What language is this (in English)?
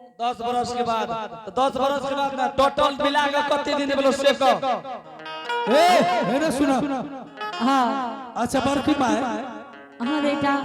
Angika